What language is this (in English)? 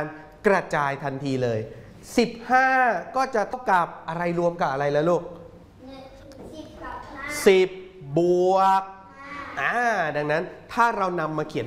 Thai